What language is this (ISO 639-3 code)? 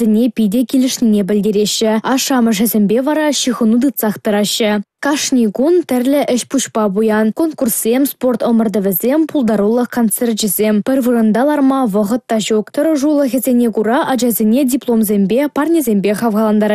chv